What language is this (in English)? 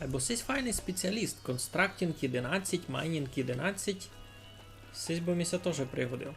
Rusyn